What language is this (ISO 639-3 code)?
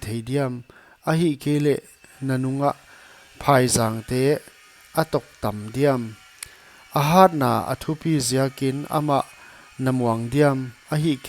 pck